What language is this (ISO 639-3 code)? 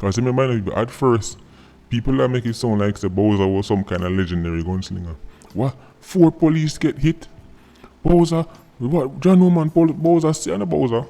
jam